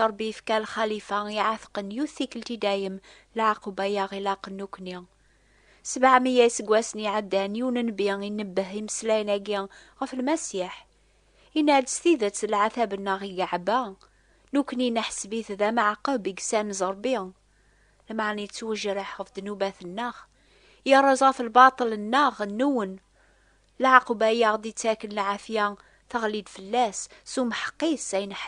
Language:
Kabyle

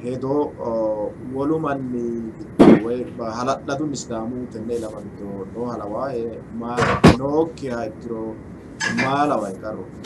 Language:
Sidamo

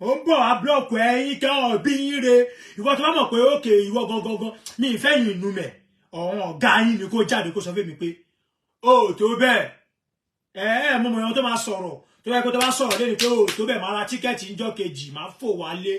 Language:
Yoruba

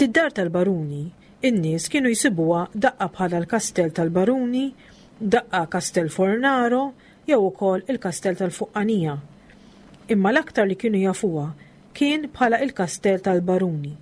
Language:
Maltese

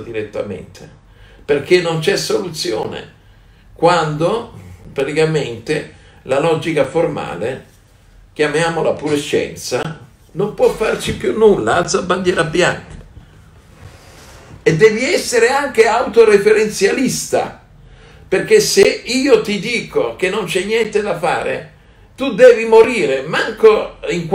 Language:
Italian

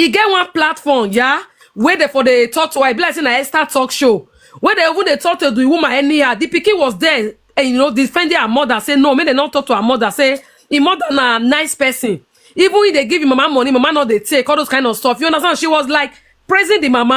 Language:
Nigerian Pidgin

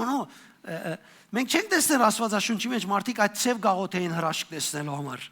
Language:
Western Armenian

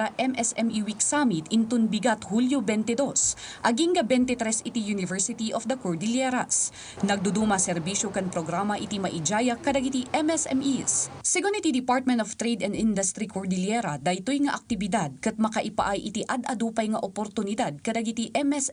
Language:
Iloko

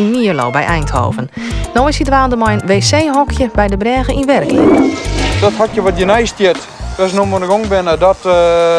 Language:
Western Frisian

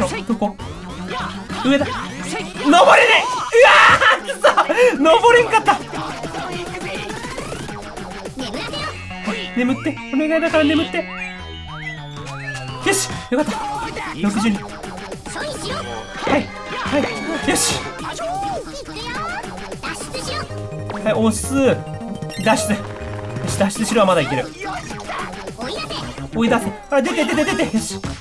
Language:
Japanese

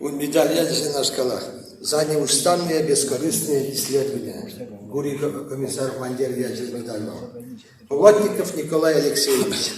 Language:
Chuvash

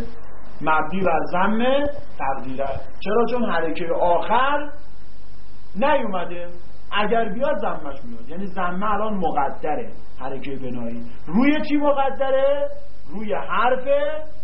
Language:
Persian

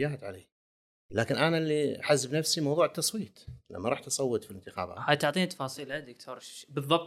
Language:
Gulf Arabic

